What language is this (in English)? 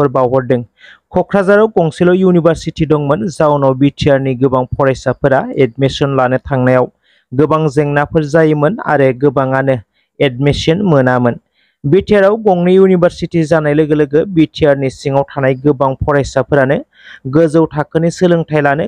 Bodo